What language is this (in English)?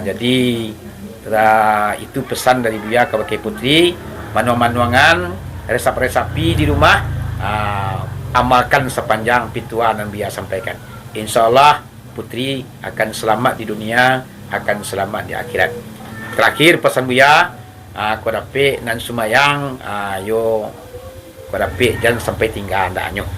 Minangkabau